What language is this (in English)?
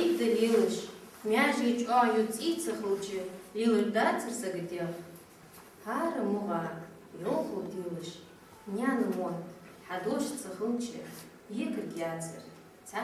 Ingush